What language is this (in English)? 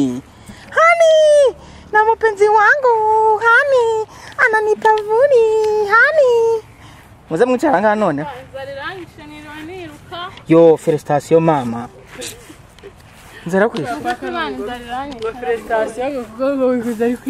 Kinyarwanda